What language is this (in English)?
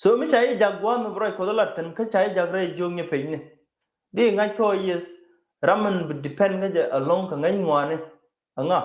Nuer